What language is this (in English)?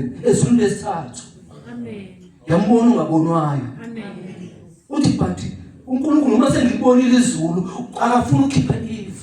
Zulu